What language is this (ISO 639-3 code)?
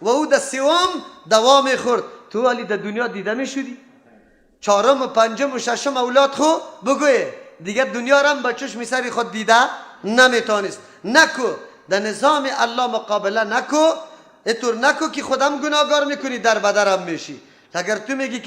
fas